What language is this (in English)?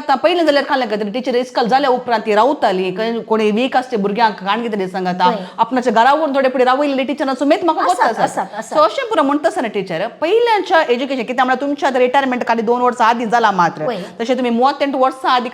Konkani